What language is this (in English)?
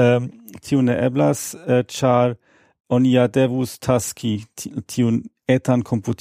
Esperanto